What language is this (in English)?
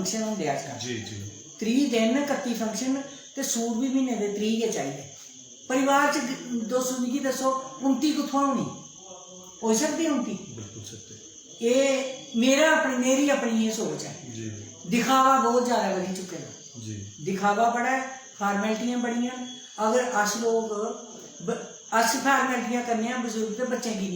Dogri